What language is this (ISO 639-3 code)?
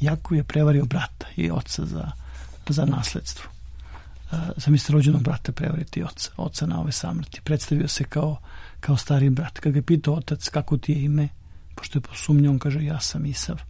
srp